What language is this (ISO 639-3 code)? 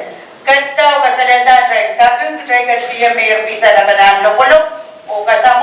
pon